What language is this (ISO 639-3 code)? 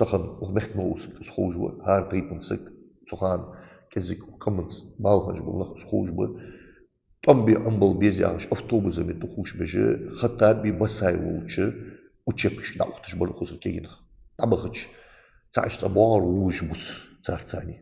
inh